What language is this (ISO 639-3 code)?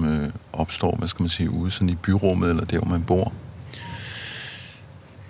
dan